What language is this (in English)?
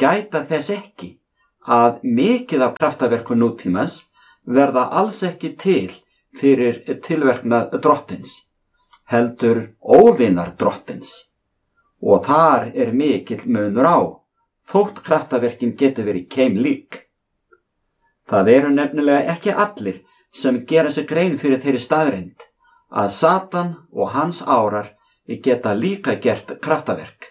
Icelandic